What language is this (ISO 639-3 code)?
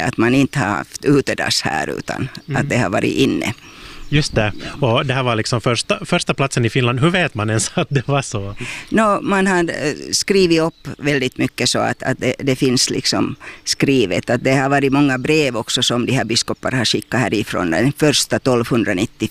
swe